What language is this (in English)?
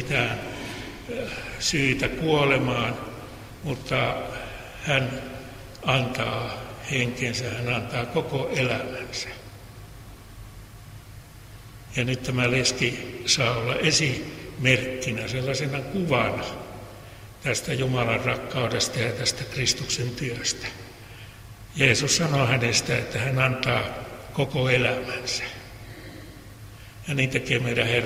Finnish